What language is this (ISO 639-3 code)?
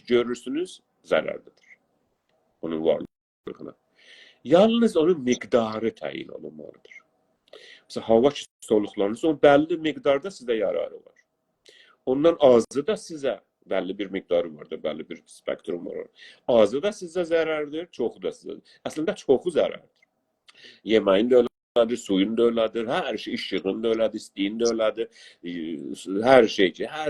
azb